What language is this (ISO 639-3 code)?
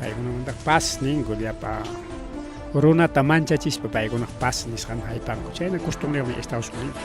quy